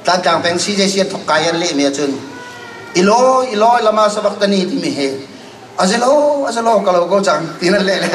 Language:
Hakha Chin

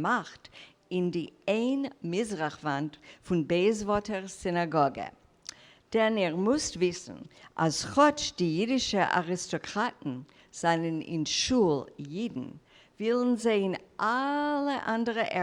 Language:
Yiddish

